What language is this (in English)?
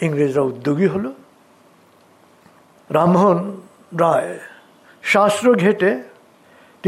Bangla